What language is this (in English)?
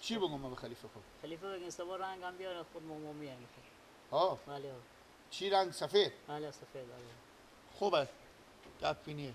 Persian